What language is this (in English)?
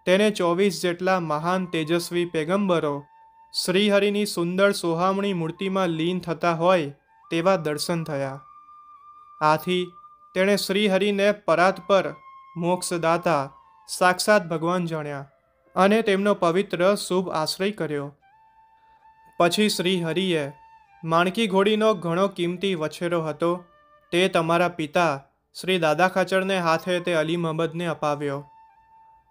Gujarati